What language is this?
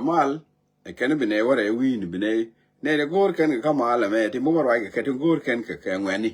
Nuer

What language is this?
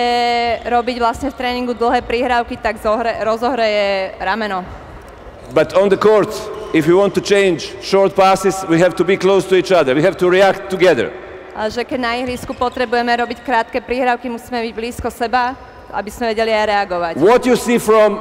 Slovak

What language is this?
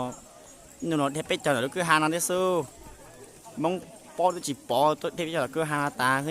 Hmong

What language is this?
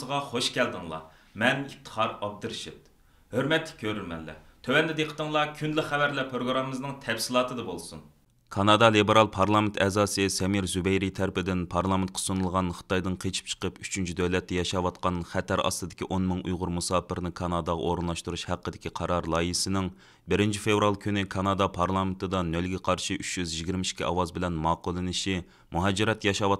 Uyghur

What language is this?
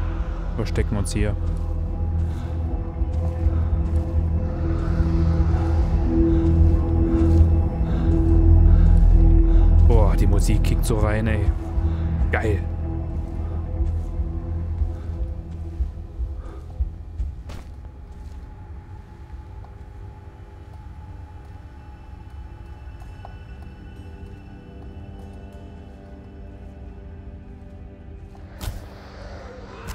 German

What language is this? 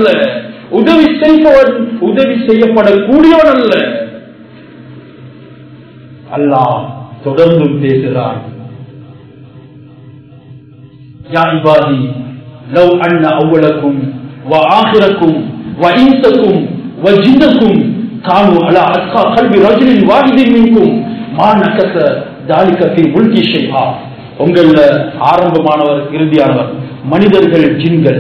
Tamil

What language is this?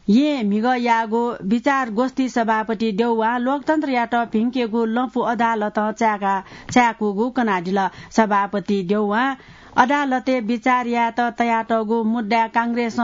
Newari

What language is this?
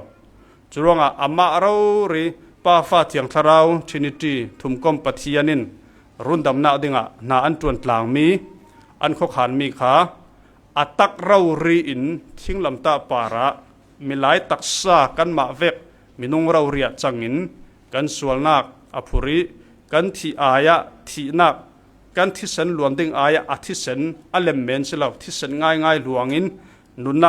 Falam Chin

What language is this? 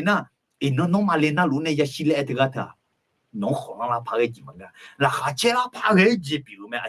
Akha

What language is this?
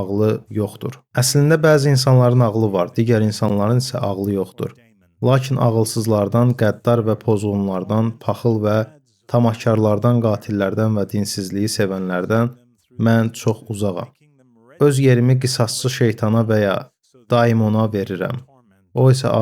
Azerbaijani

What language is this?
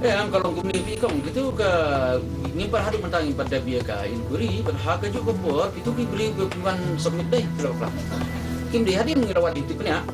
Khasi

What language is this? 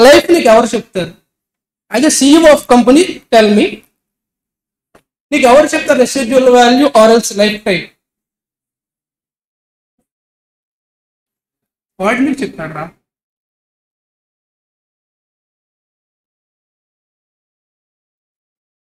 Telugu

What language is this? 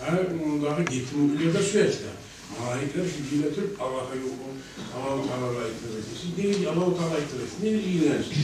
Kumyk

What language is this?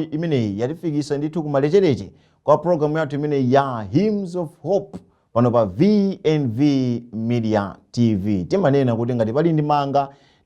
Nyanja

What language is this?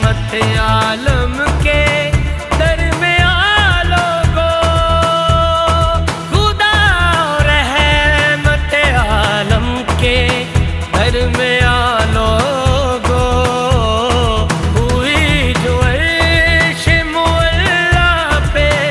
Urdu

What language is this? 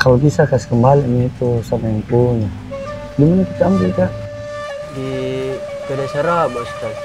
Makassar Malay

